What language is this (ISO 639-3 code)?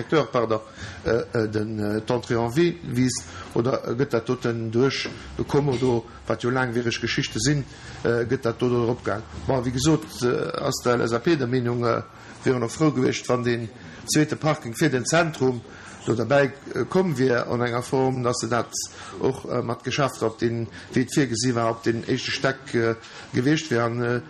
ltz